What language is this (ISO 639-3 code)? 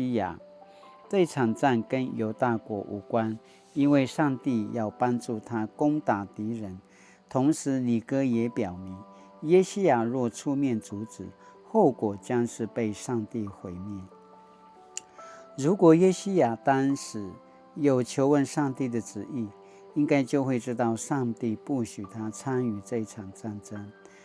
pwn